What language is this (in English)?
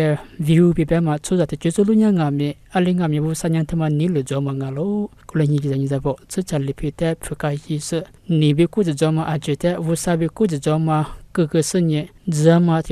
Lisu